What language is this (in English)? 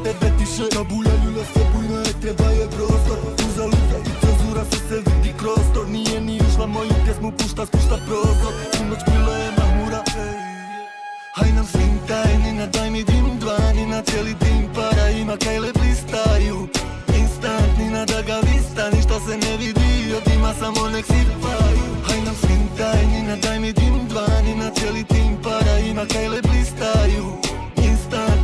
Croatian